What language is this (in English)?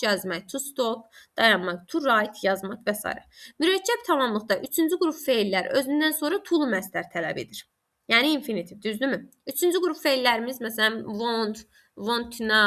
Azerbaijani